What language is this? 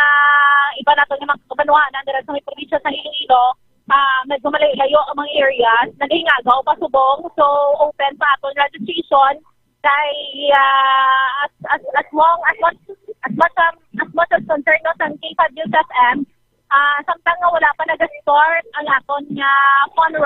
Hiligaynon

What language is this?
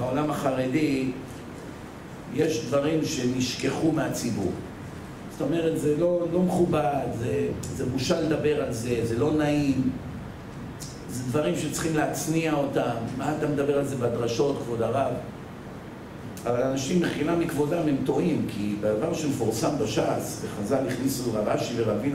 Hebrew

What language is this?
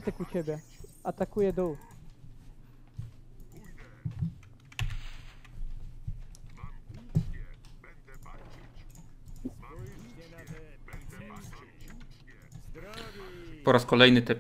Polish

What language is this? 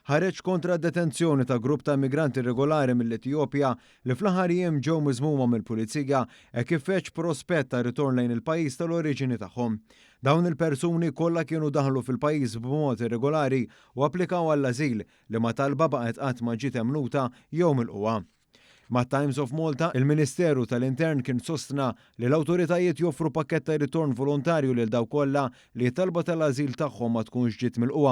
Maltese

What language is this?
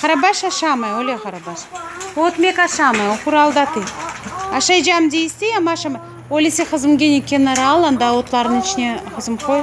Crimean Tatar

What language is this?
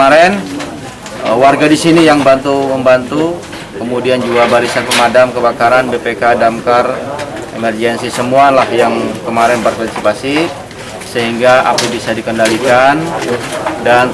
Banjar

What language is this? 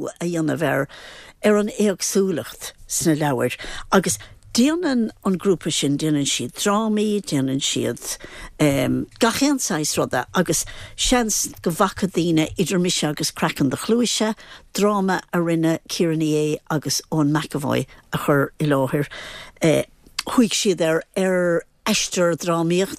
Irish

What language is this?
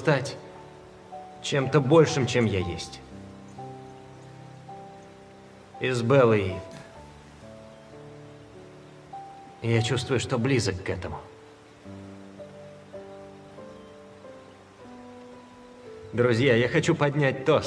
Russian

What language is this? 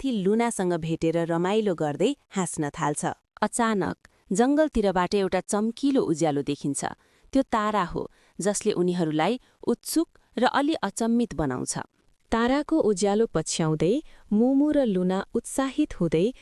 Nepali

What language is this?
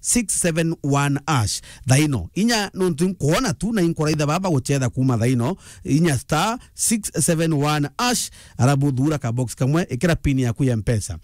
Meru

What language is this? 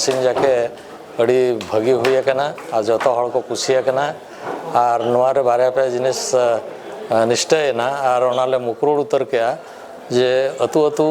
Santali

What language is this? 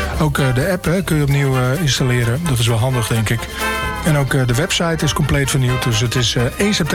Dutch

